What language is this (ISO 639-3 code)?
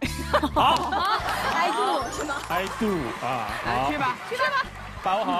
zho